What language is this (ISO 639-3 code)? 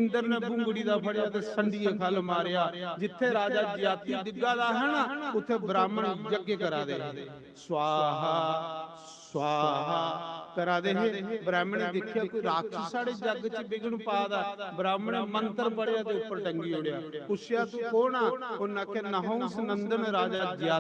doi